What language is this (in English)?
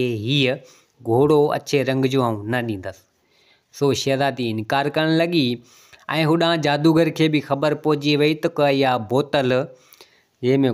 Sindhi